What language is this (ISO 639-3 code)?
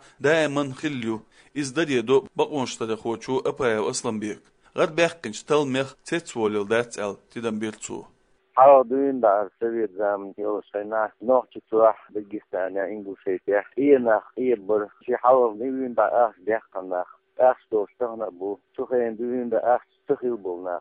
che